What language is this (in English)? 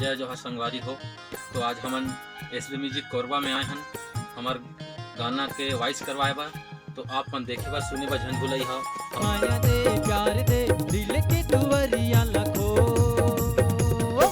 Chhattisgarhi